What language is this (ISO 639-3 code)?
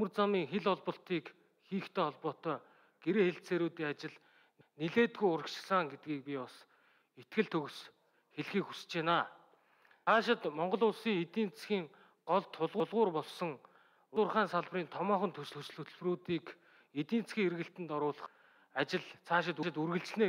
mon